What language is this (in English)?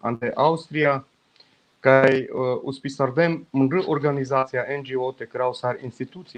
Balkan Romani